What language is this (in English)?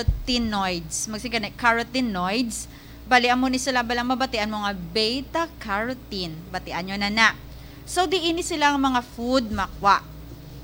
Hiligaynon